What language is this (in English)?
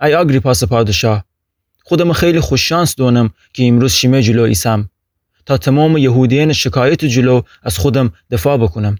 Gilaki